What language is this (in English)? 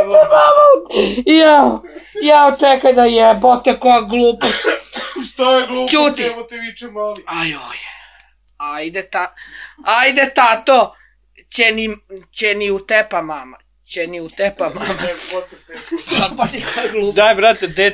Serbian